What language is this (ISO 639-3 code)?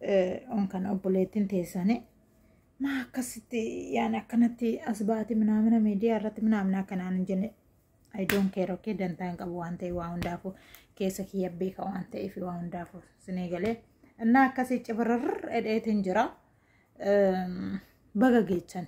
orm